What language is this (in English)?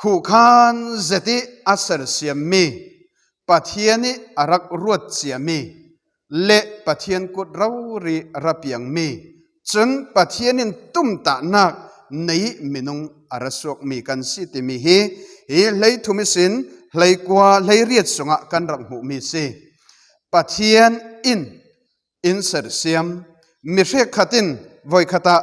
Falam Chin